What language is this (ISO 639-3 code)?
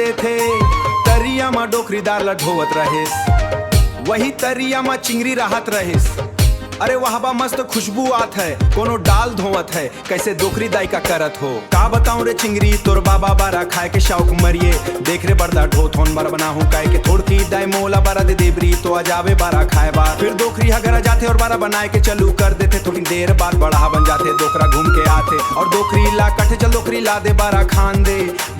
hne